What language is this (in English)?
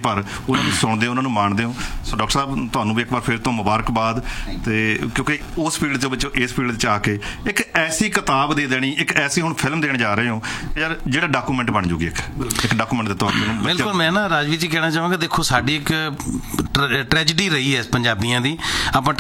Punjabi